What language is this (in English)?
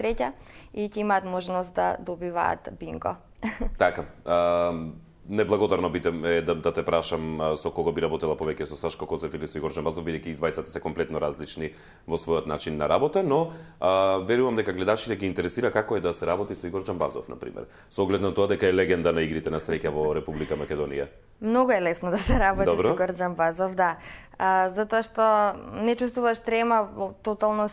Macedonian